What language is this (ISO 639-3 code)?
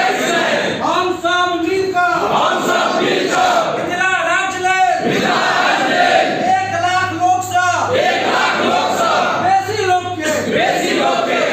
mai